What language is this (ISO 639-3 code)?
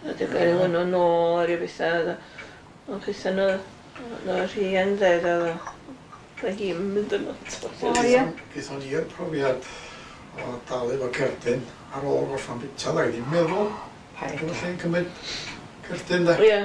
cym